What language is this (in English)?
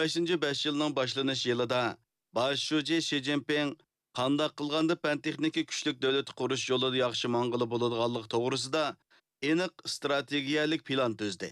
Uyghur